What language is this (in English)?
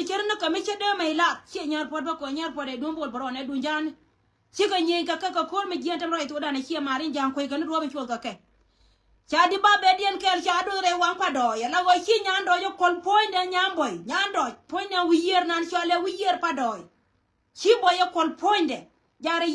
Nuer